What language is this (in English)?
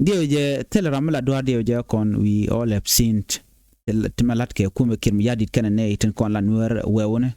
Nuer